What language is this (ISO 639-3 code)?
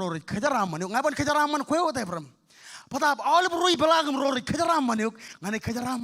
mah